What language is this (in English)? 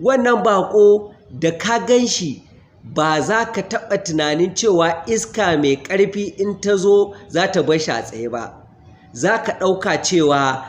Hausa